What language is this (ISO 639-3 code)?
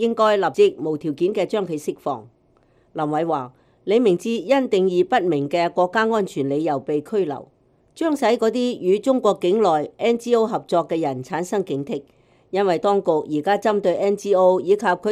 yue